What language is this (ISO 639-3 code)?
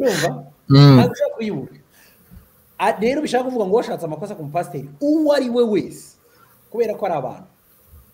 kin